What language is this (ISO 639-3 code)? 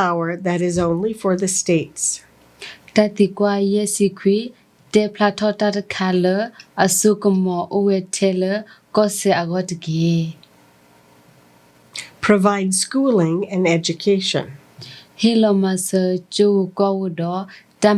ksw